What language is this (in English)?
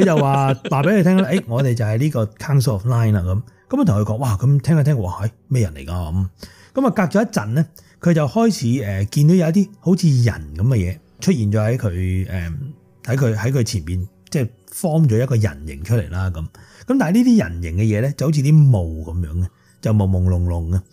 Cantonese